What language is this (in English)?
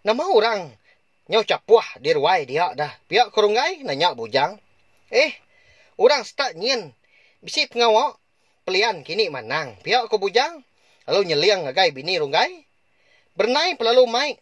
Iban